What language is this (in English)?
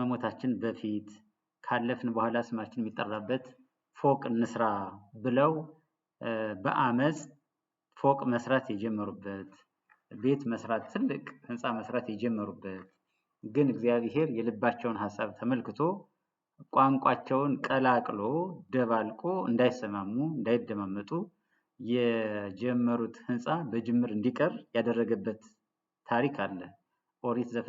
Amharic